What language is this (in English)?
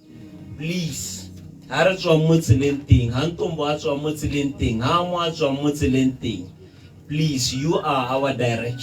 Tswana